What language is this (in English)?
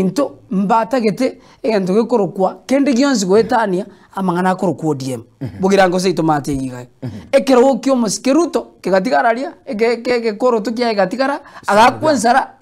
Gusii